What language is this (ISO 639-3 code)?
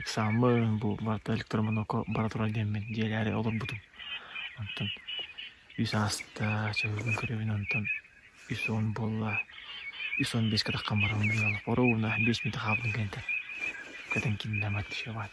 sah